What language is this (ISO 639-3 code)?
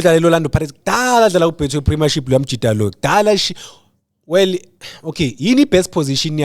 zul